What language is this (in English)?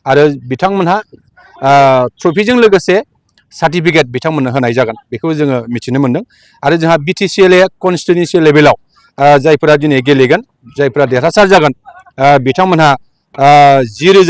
Bodo